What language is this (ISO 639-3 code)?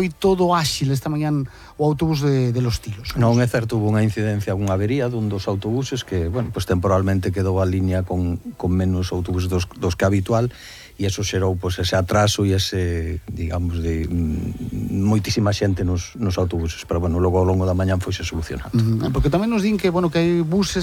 glg